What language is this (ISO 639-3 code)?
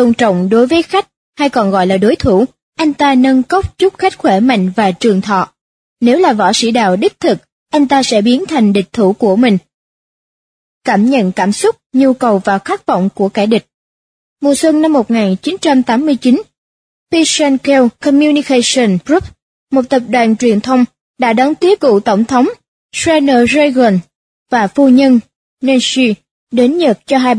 vie